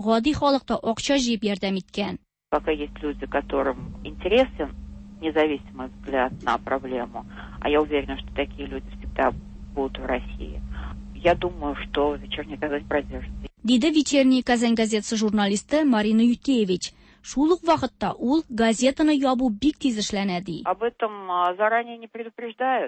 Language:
Tatar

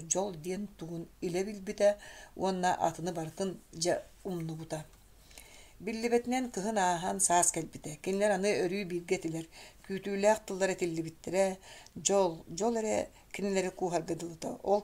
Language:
Yakut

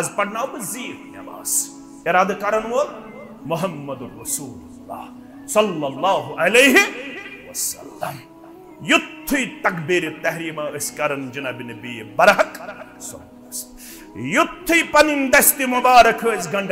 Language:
Kashmiri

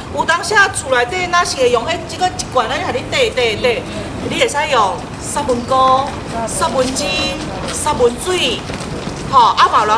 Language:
Min Nan Chinese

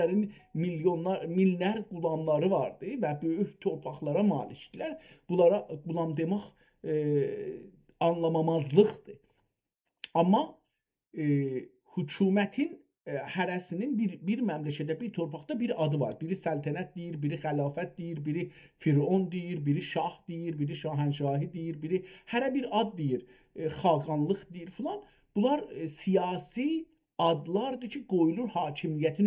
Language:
South Azerbaijani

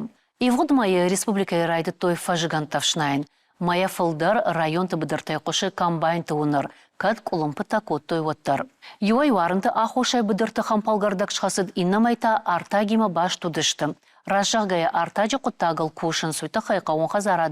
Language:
Ossetic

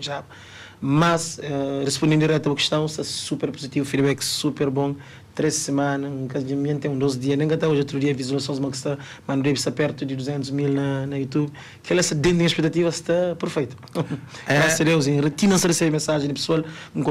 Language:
Kabuverdianu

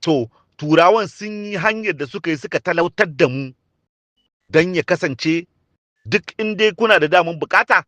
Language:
Hausa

